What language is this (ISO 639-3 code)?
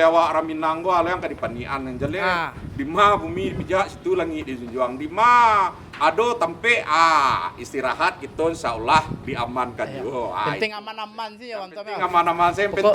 min